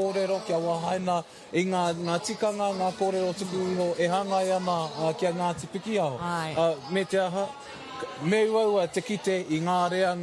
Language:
Māori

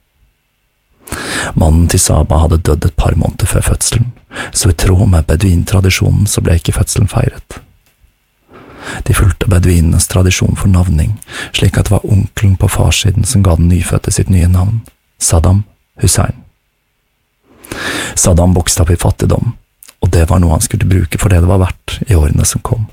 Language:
Norwegian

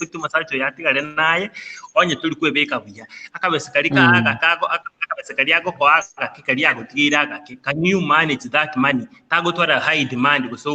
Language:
Gusii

